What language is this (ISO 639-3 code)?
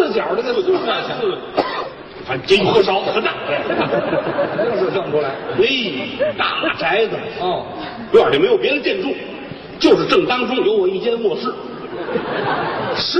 zho